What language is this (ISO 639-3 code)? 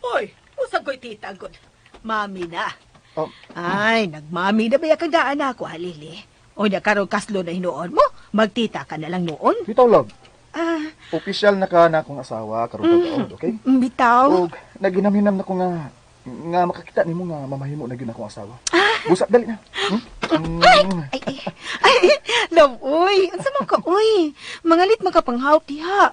ceb